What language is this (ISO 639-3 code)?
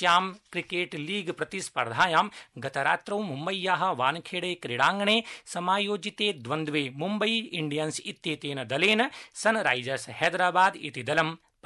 san